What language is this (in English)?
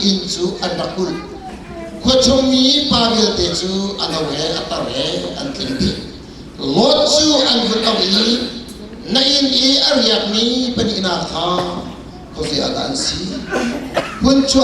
Hakha Chin